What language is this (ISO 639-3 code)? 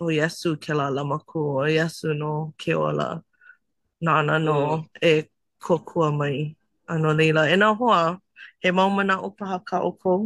haw